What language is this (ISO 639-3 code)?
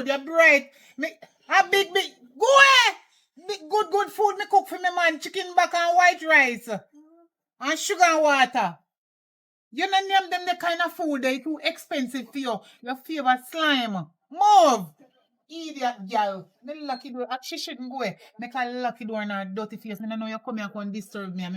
jam